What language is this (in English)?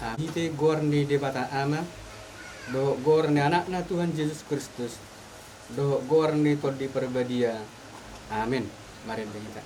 Batak Toba